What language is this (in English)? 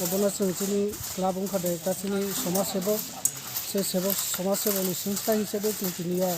Kok Borok